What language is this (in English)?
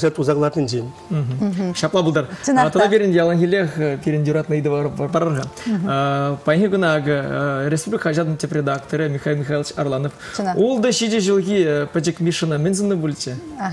Chuvash